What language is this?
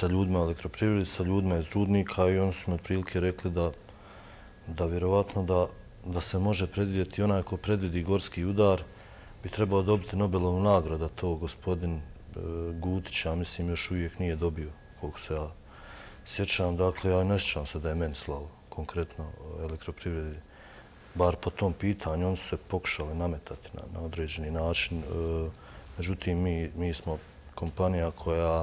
Bosnian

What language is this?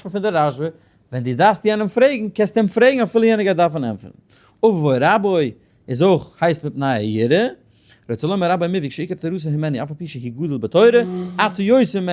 Yiddish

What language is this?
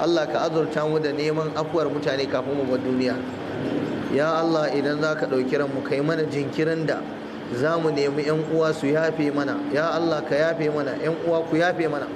Hausa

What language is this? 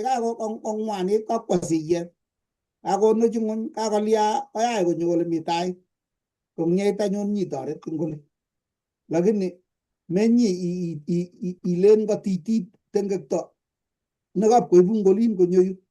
Kalenjin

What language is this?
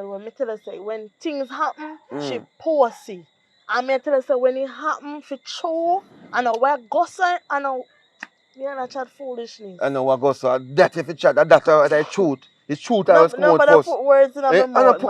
Jamaican Creole English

